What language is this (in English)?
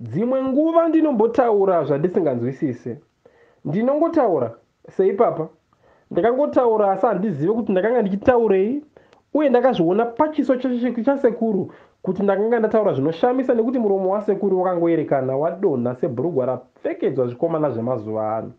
Shona